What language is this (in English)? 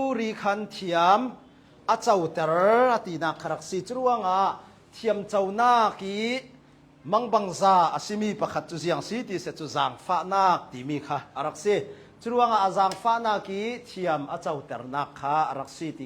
Hakha Chin